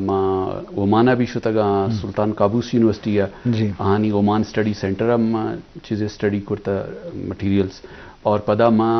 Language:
Eastern Balochi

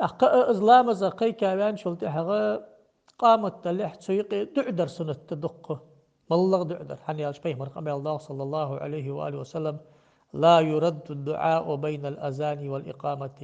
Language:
Ingush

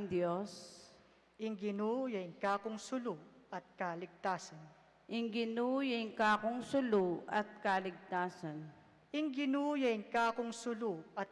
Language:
Pampanga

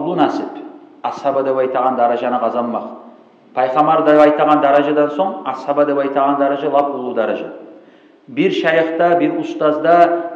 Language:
Kumyk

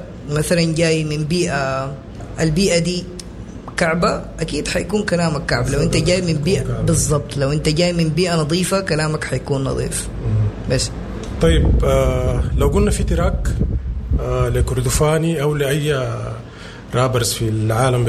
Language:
Sudanese Arabic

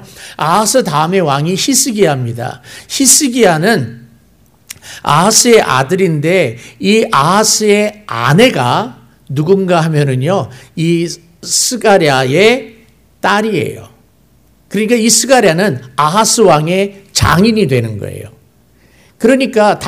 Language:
Korean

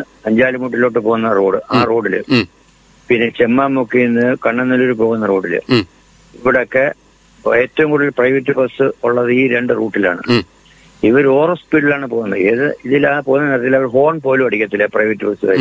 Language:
Malayalam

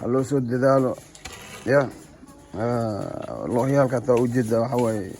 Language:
Somali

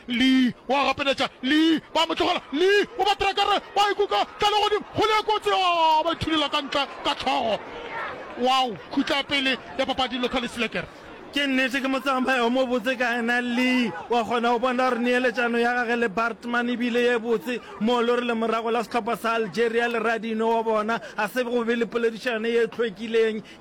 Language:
Northern Sotho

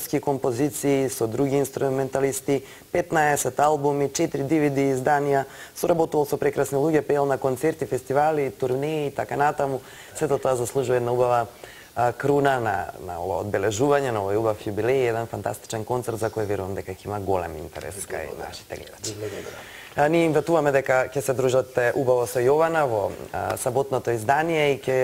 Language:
Macedonian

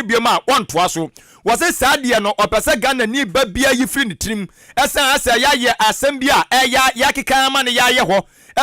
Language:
Akan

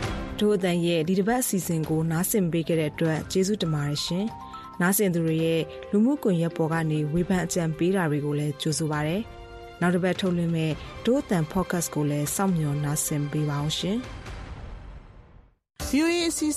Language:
Burmese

